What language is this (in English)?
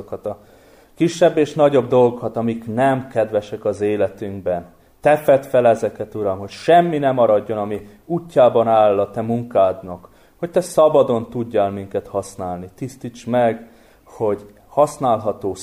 Hungarian